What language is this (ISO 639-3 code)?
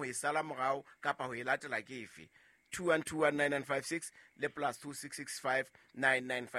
sot